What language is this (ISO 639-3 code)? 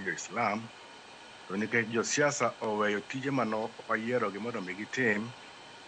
luo